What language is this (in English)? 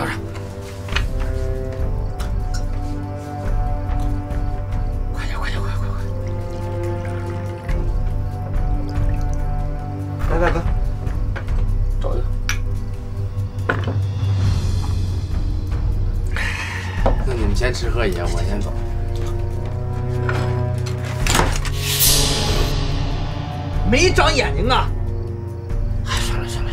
Chinese